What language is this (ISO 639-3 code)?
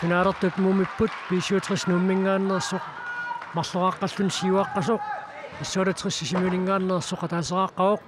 kal